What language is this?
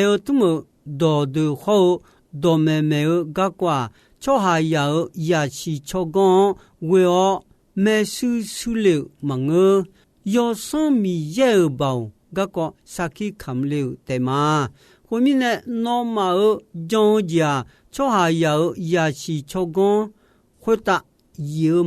Akha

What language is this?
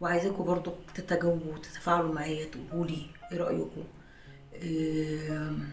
Egyptian Arabic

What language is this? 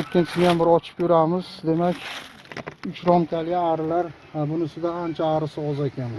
Uzbek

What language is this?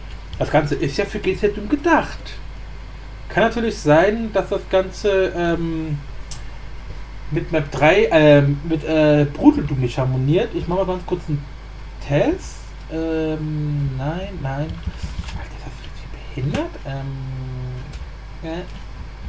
German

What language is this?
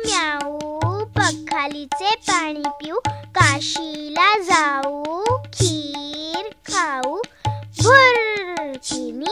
Marathi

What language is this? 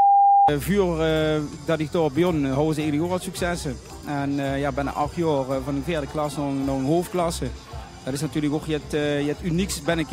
Limburgish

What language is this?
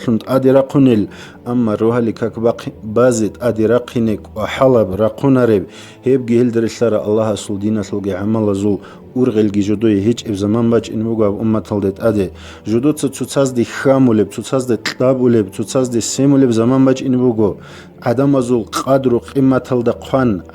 Avaric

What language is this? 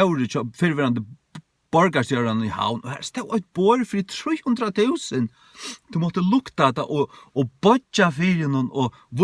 Faroese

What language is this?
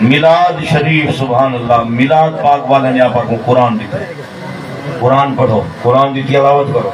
Saraiki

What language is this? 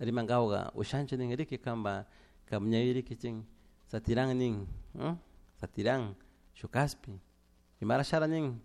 Chimborazo Highland Quichua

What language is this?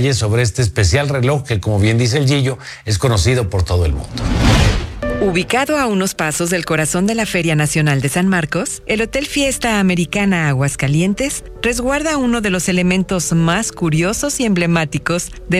Spanish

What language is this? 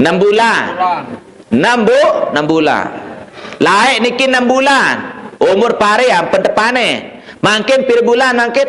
Sasak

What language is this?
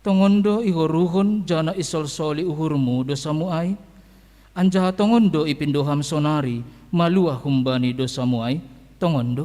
Batak Simalungun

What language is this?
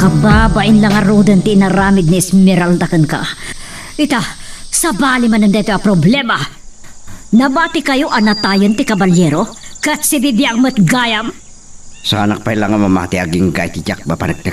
Iloko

